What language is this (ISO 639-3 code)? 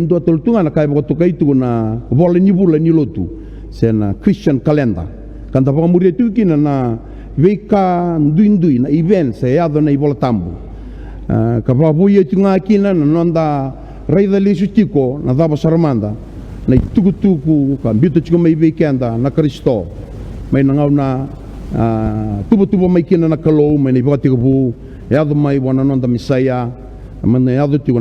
fij